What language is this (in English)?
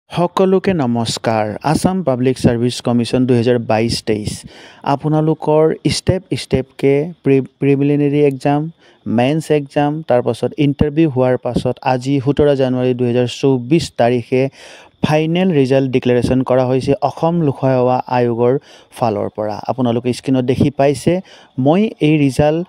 Assamese